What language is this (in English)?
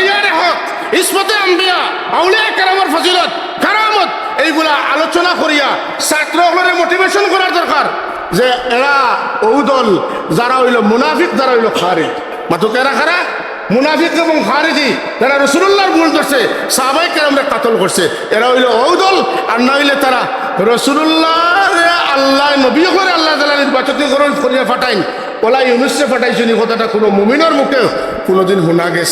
Sylheti